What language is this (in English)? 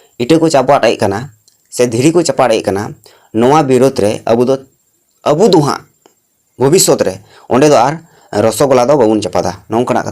Santali